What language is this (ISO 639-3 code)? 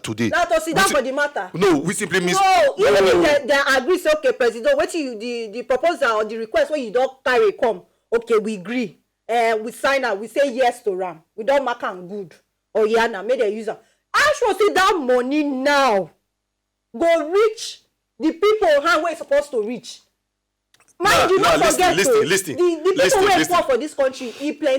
pcm